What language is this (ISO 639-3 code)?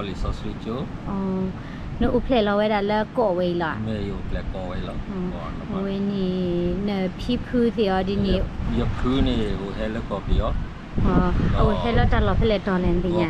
ksw